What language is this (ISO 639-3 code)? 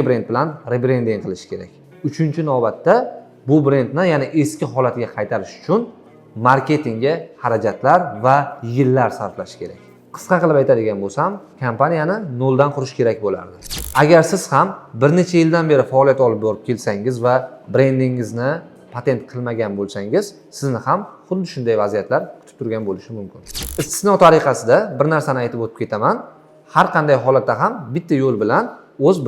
uzb